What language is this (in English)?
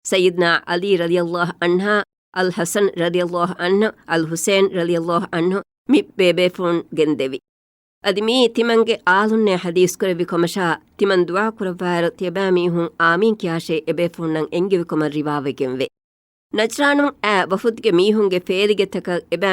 Divehi